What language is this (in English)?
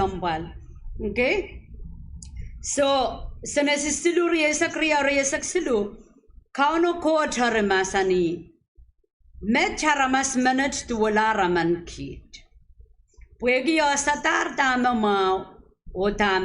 Pohnpeian